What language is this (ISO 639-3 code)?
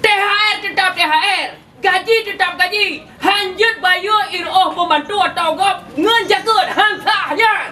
ace